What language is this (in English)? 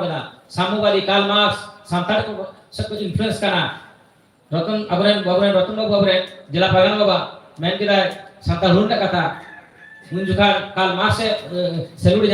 Santali